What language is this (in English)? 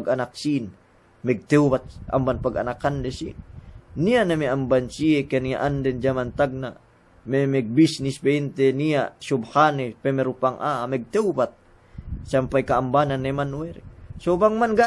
Yakan